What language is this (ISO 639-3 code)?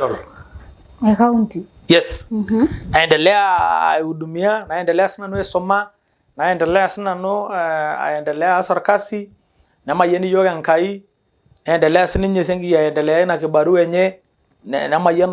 mas